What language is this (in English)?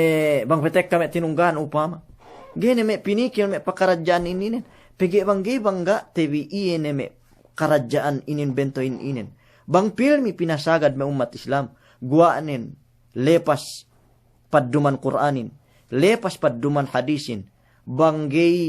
Yakan